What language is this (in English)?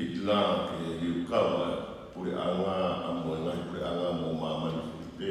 Tongan